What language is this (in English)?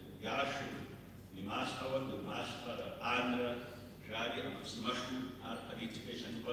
Kabardian